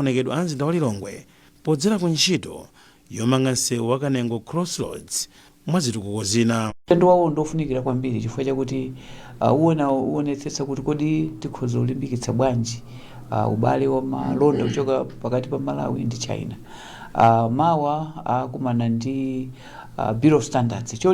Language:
Nyanja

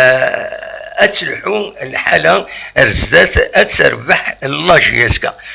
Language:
Kabyle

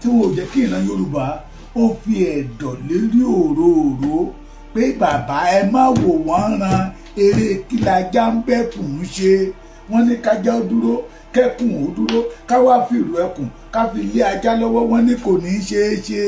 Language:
Yoruba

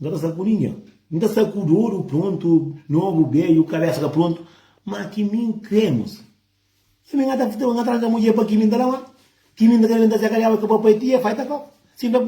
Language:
Kabuverdianu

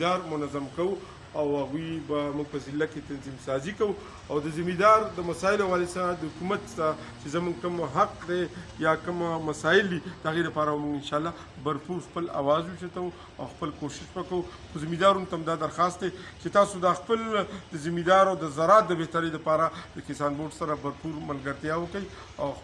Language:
Pashto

